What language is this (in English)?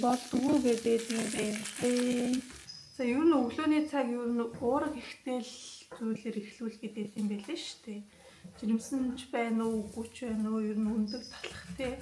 Mongolian